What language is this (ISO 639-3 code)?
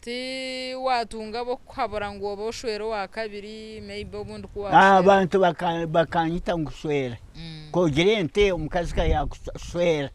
nyn